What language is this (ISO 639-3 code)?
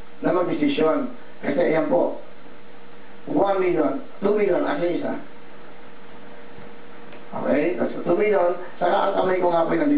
fil